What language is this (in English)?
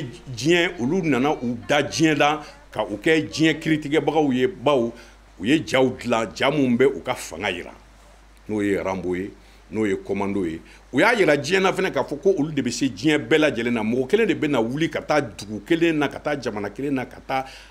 Bambara